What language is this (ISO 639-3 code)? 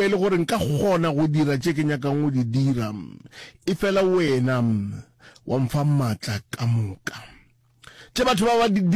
nso